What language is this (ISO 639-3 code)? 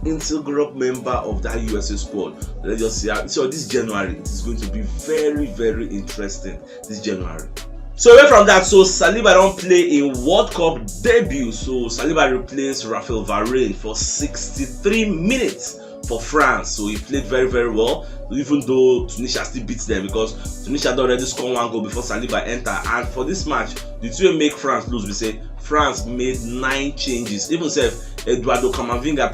pcm